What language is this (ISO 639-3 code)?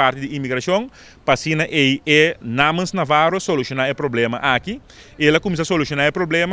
pap